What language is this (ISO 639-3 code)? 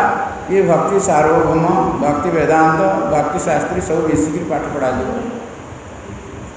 ori